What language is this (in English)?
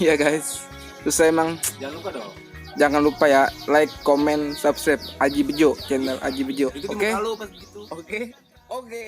Betawi